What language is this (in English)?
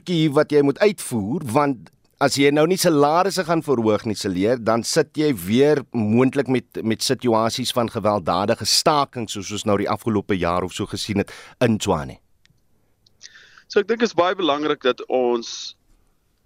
Afrikaans